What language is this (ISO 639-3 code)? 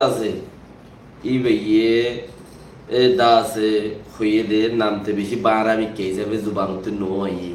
rhg